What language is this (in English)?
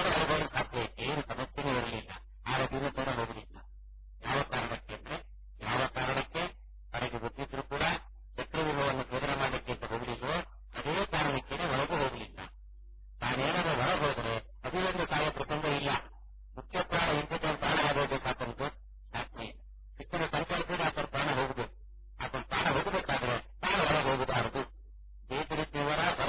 Kannada